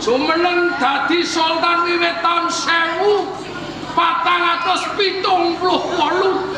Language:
Javanese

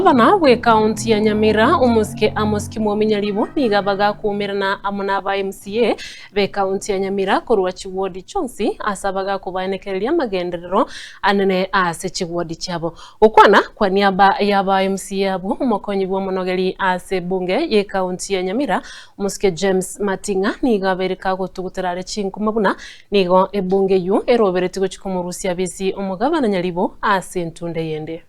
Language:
Gusii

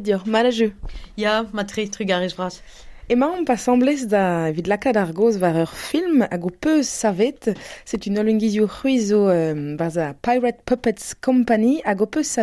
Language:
Breton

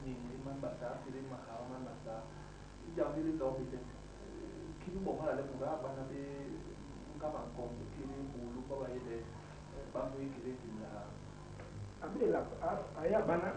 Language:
Basaa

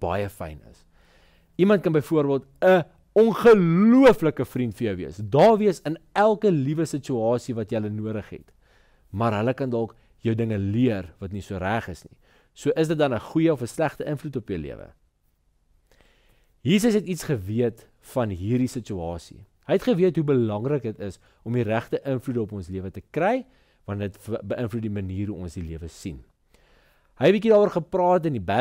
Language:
Afrikaans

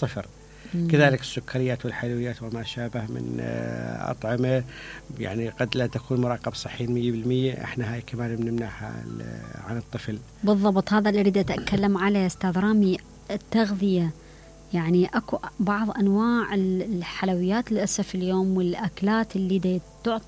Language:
Mesopotamian Arabic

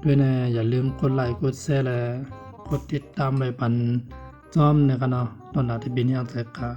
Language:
Shan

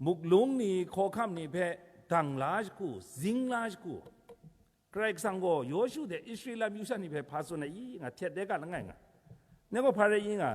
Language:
Kachin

